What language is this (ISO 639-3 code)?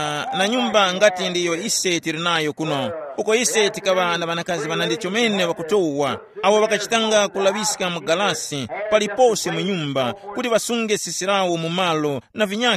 tum